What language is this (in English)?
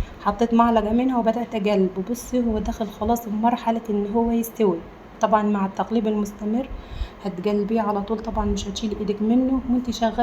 Egyptian Arabic